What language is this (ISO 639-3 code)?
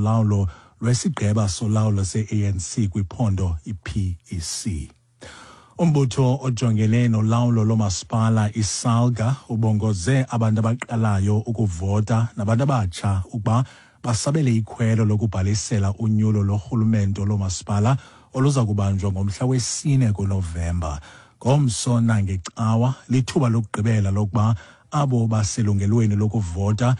xho